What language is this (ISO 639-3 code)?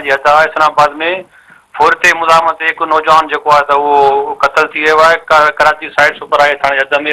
snd